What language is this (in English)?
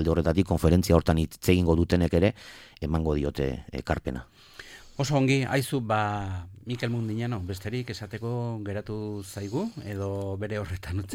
Basque